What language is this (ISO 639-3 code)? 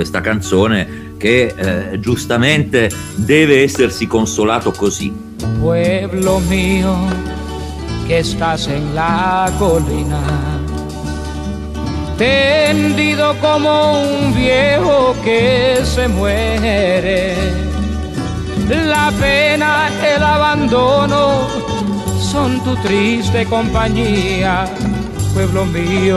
ita